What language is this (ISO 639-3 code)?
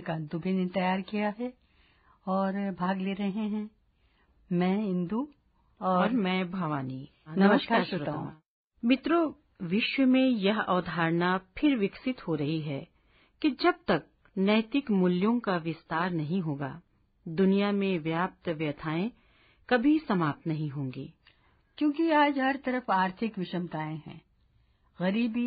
hin